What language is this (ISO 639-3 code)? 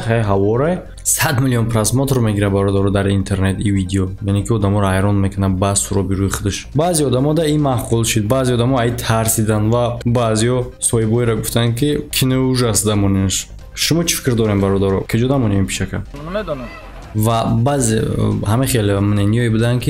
tgk